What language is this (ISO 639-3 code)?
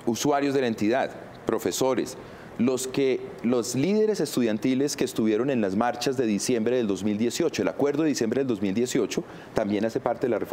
spa